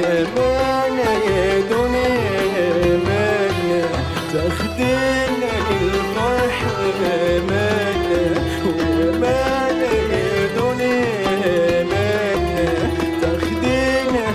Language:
Egyptian Arabic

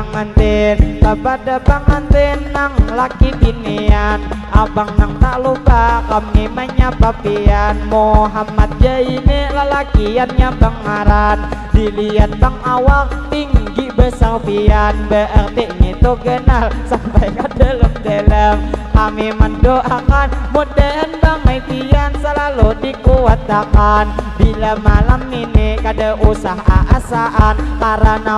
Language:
Banjar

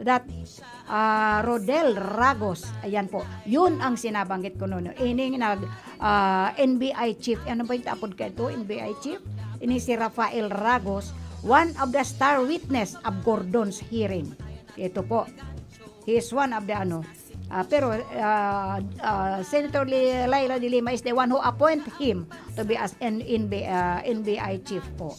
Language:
Bikol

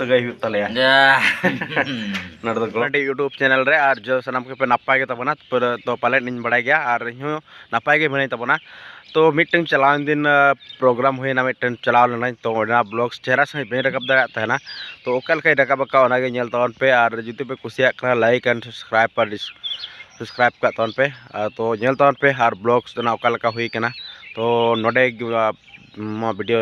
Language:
Santali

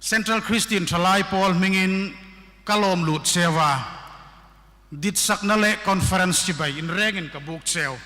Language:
Hmar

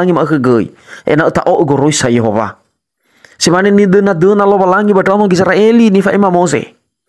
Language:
Nias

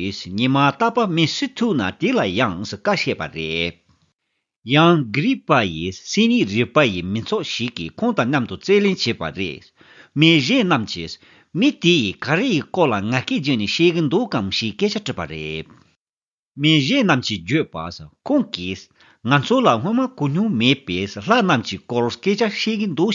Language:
Tibetan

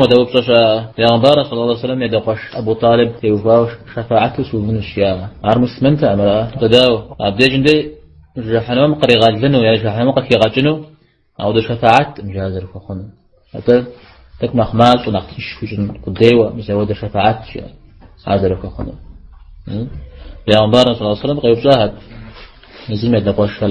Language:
Kabardian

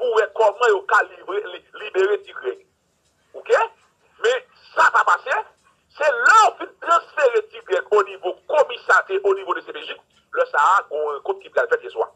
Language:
Haitian Creole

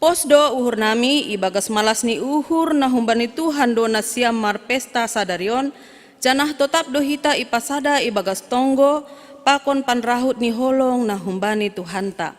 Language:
Batak Simalungun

